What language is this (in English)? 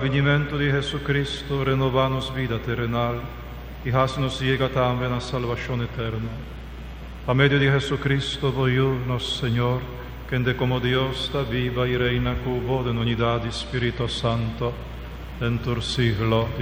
Papiamento